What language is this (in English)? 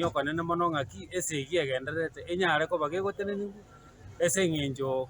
Gusii